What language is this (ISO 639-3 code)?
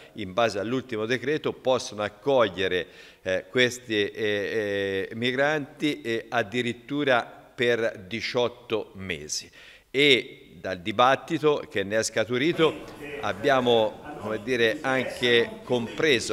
ita